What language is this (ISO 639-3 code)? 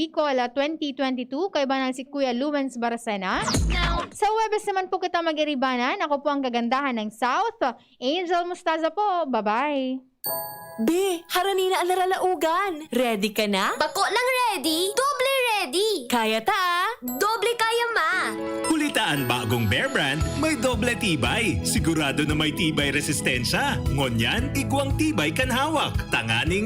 bik